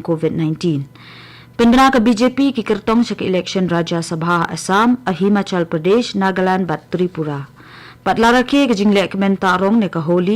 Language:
Khasi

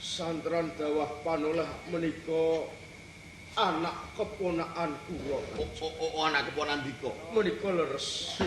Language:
Javanese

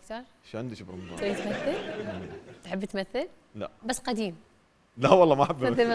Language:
Mesopotamian Arabic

